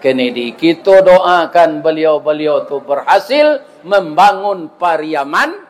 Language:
Minangkabau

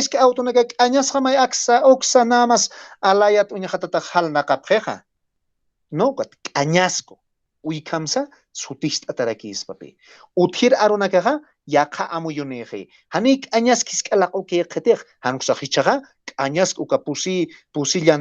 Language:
Aymara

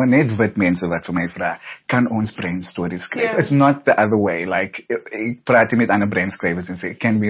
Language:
Afrikaans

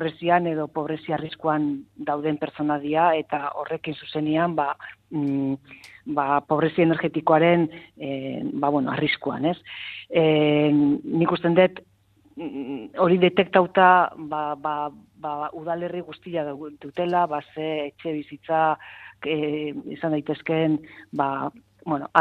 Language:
Basque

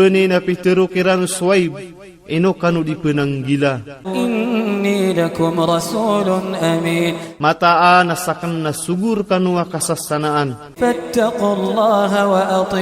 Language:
Iranun (Philippines)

